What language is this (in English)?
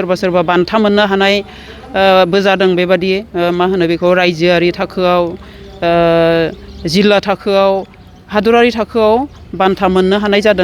Bodo